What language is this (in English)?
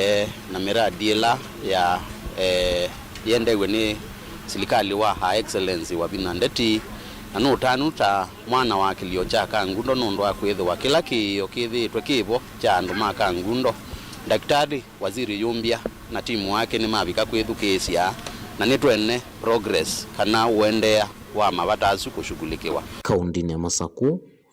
Kamba